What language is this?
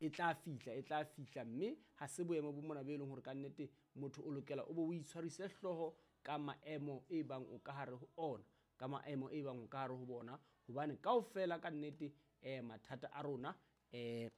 Southern Sotho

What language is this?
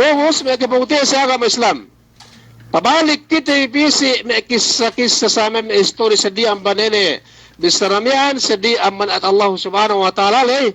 Yakan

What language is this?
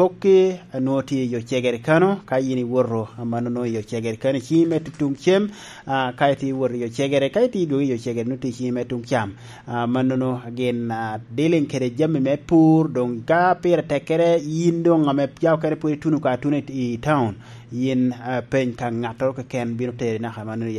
Lango (Uganda)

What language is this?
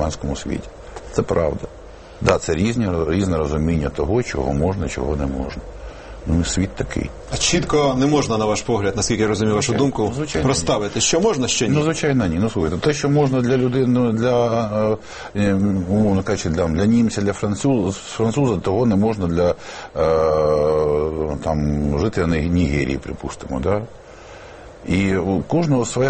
Ukrainian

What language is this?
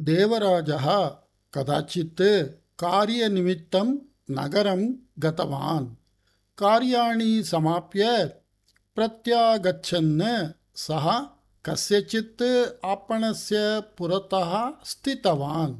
Sanskrit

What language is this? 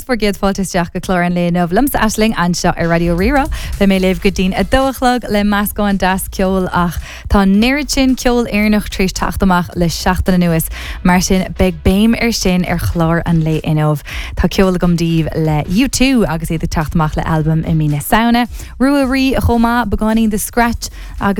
Irish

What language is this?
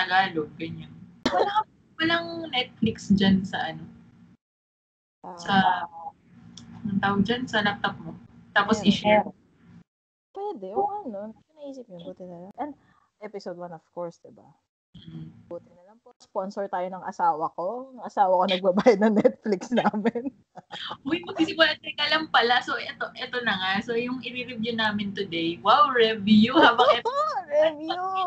Filipino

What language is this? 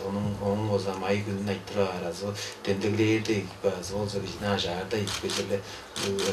Tuvinian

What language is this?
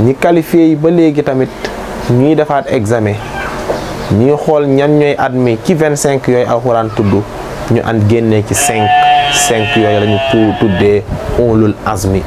Wolof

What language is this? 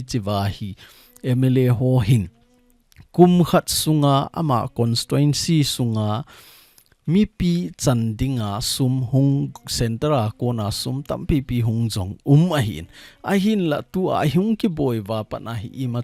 Thado Chin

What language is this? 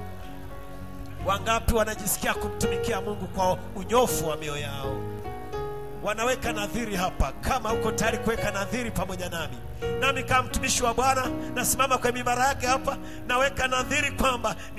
Swahili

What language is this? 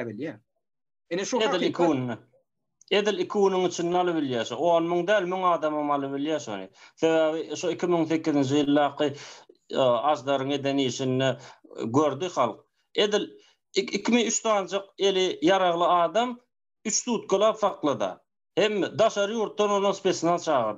Turkmen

